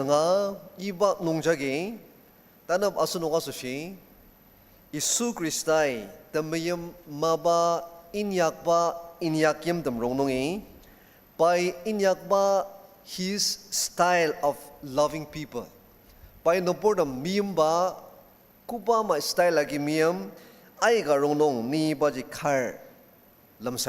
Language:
Ao Naga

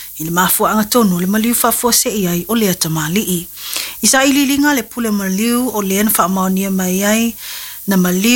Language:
Samoan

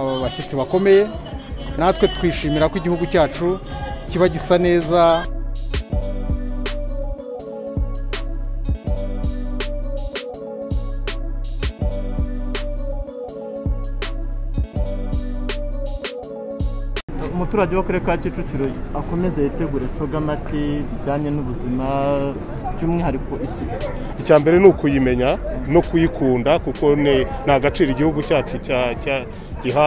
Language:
Kinyarwanda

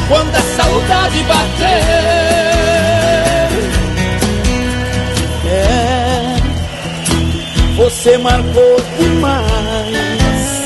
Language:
Portuguese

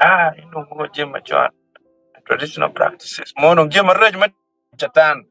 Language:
Acoli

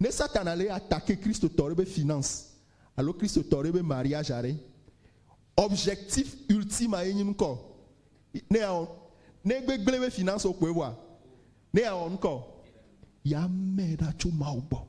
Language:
Ewe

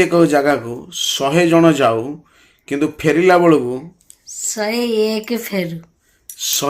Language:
Odia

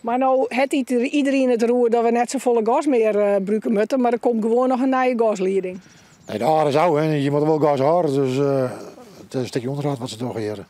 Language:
Western Frisian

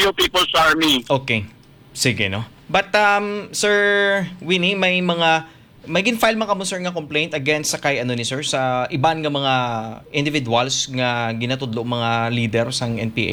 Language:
Hiligaynon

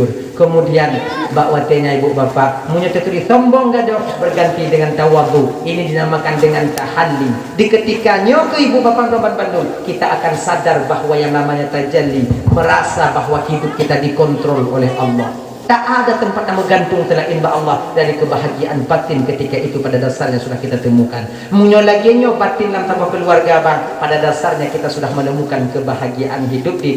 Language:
Achinese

